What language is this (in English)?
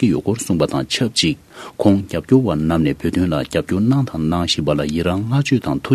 Tibetan